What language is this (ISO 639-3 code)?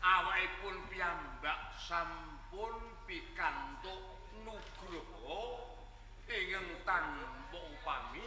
jav